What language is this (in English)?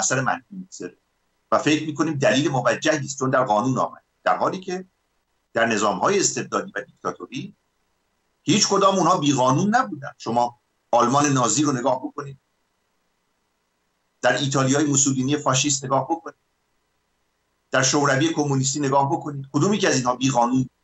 Persian